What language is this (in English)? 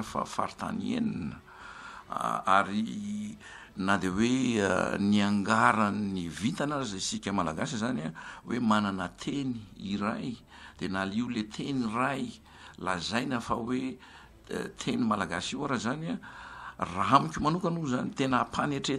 Malagasy